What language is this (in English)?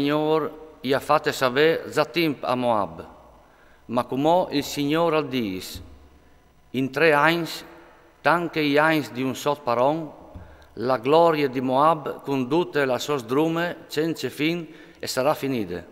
Friulian